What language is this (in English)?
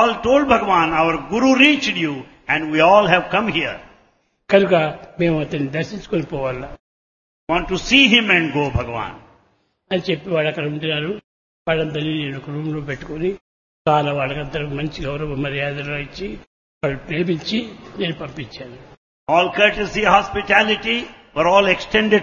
Telugu